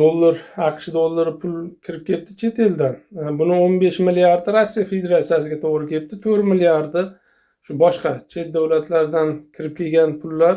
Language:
Uzbek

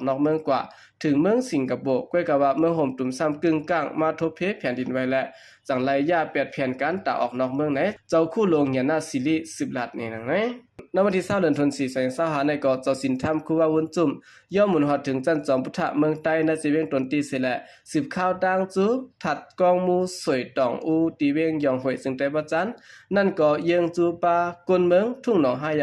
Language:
Shan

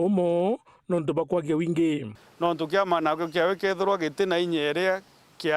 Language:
Meru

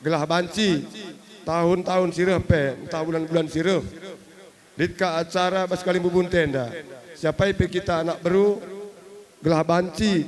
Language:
Batak Karo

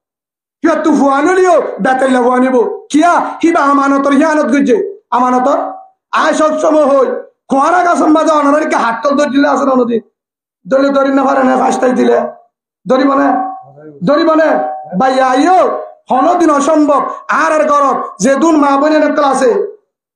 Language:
Rohingya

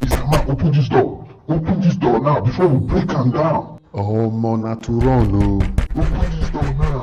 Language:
Nigerian Pidgin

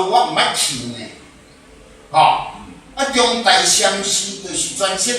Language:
Min Nan Chinese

